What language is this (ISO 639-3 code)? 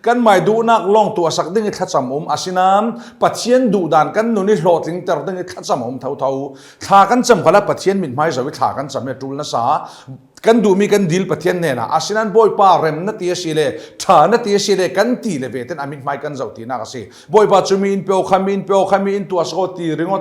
cfm